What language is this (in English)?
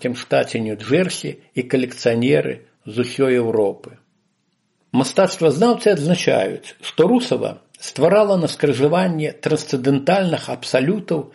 Belarusian